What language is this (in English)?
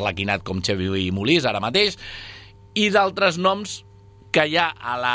Catalan